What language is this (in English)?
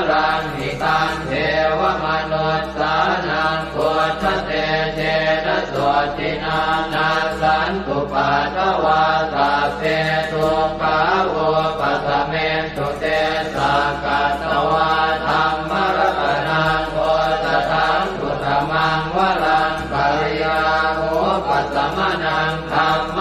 Pali